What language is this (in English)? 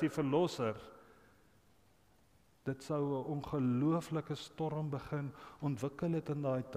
Afrikaans